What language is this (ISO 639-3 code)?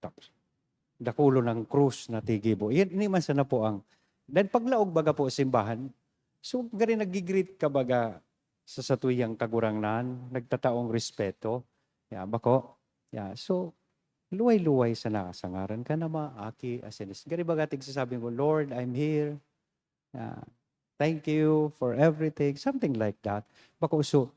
bik